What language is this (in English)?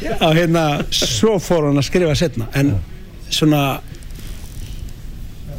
Icelandic